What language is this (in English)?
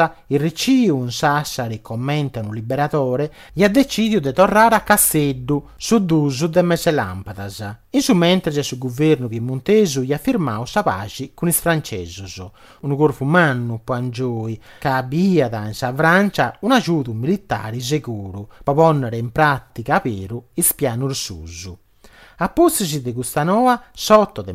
Sardinian